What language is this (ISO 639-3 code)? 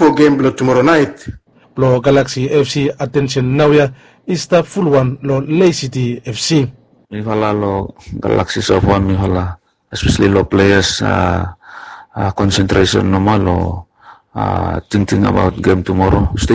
bis